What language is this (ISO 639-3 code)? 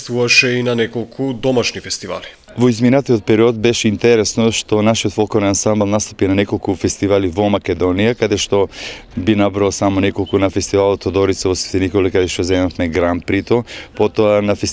mkd